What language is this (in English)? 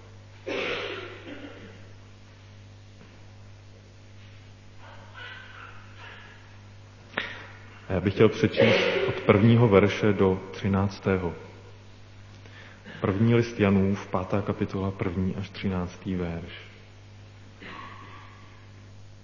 Czech